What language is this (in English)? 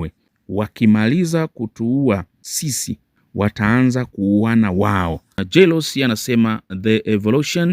Swahili